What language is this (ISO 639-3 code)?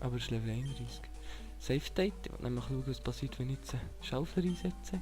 gsw